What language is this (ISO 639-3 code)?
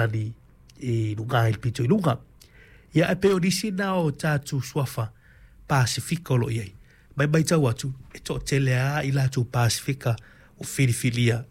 smo